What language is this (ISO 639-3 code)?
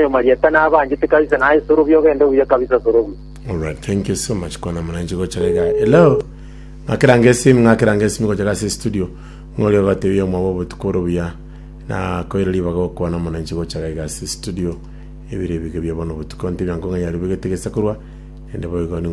guz